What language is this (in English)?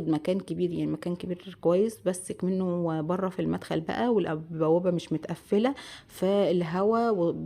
Egyptian Arabic